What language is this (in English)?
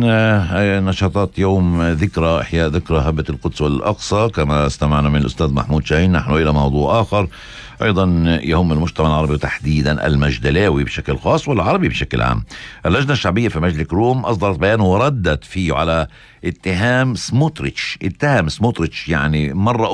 North Levantine Arabic